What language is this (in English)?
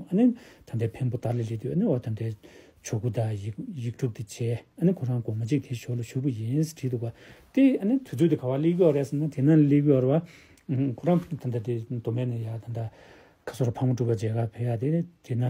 Tibetan